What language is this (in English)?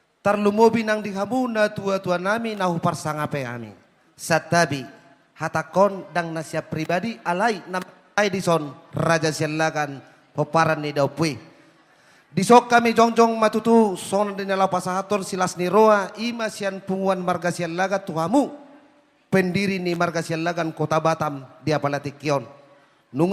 Batak Toba